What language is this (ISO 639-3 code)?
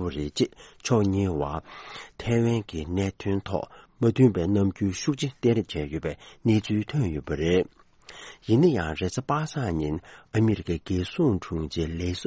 bod